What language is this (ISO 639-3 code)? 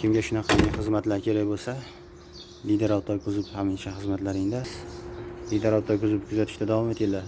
uzb